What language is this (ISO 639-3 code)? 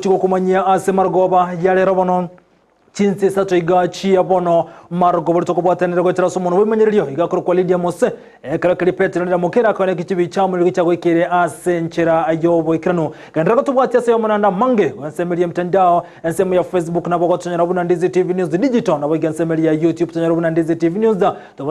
guz